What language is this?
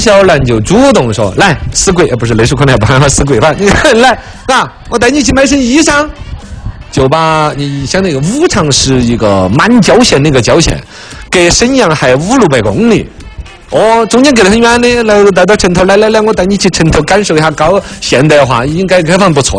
Chinese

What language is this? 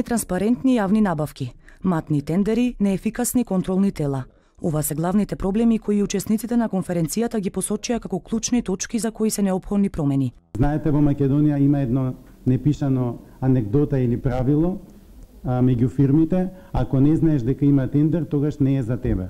Macedonian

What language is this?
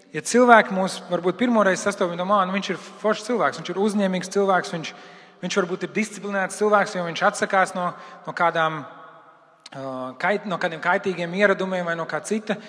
Latvian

